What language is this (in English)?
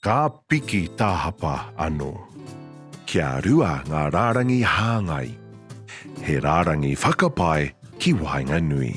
Māori